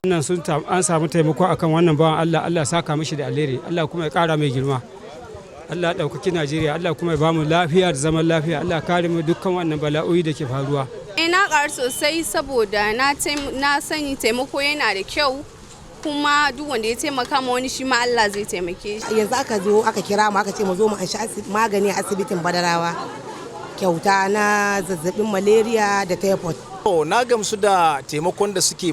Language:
Hausa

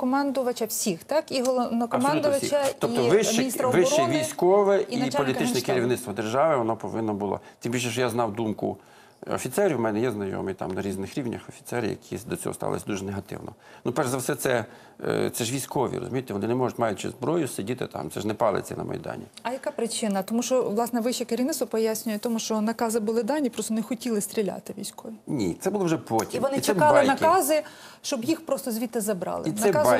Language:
Ukrainian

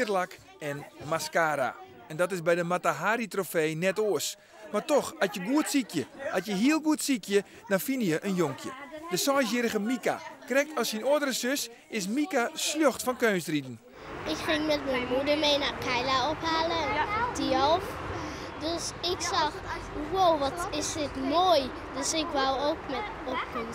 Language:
Western Frisian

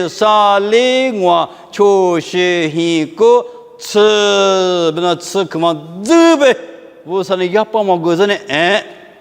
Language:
Lisu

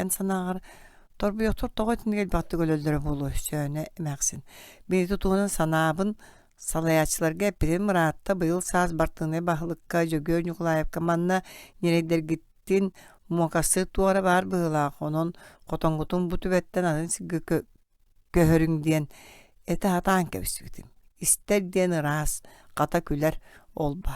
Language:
Yakut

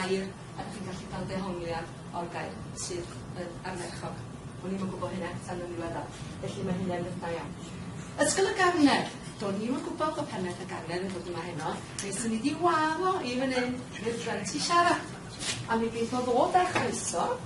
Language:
Welsh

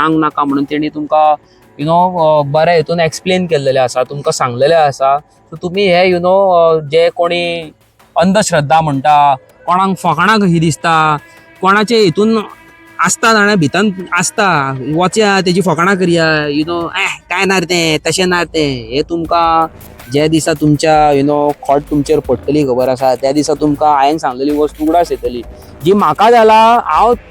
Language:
Konkani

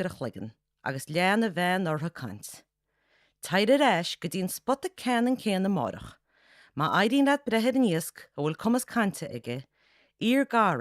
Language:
Irish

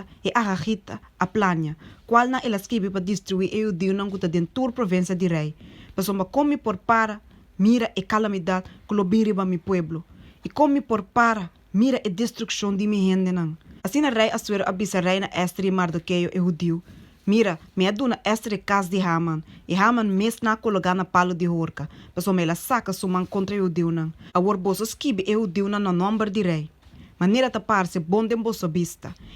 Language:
Papiamento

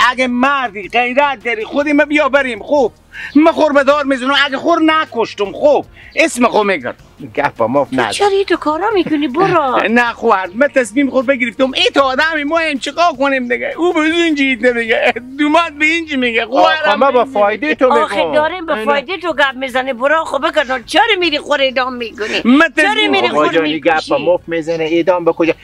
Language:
Persian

